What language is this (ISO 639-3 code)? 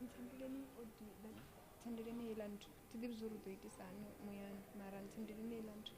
ven